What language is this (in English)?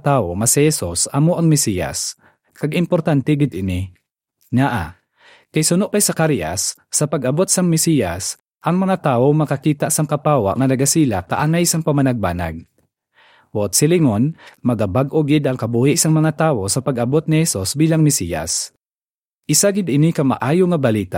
Hiligaynon